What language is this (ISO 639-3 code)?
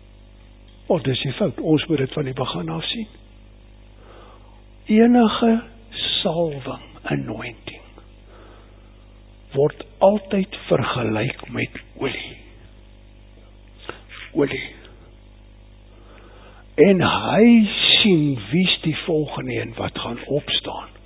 afr